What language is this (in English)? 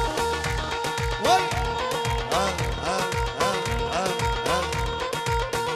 Arabic